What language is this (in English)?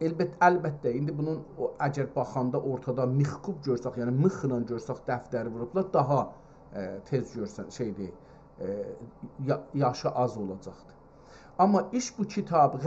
South Azerbaijani